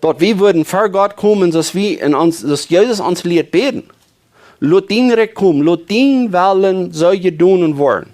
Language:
Plautdietsch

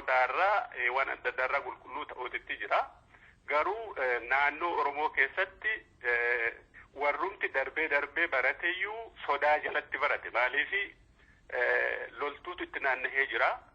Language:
Oromo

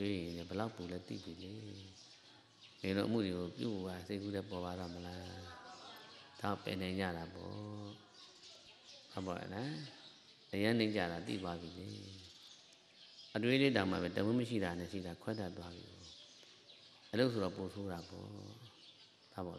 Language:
Burmese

